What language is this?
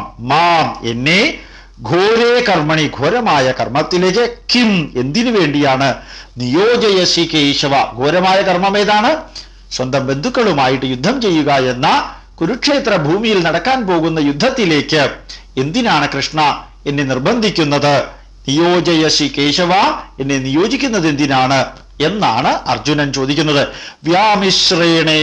Malayalam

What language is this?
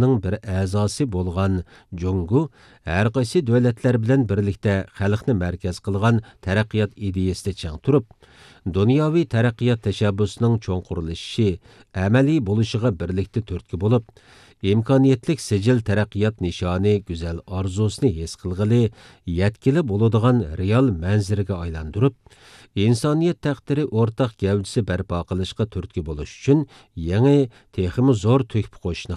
Uyghur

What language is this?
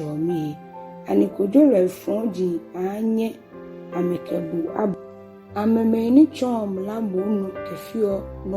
Ga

